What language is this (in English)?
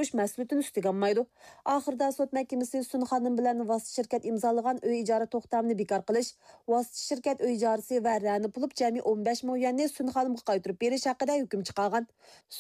Uyghur